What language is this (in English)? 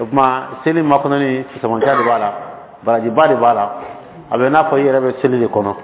Dyula